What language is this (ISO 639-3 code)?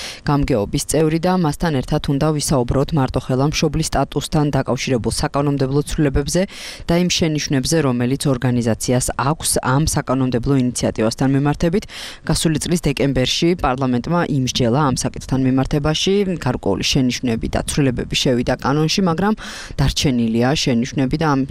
kat